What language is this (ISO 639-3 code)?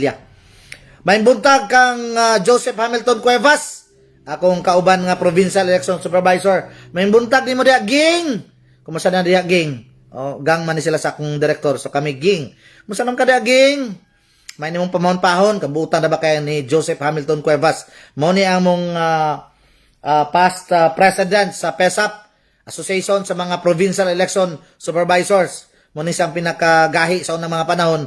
ceb